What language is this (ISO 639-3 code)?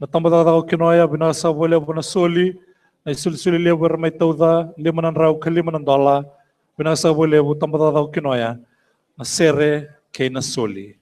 fij